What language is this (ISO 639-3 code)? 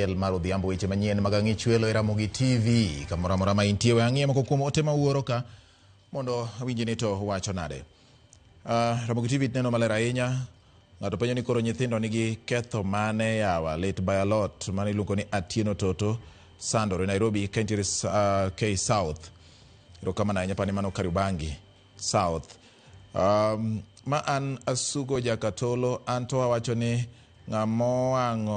luo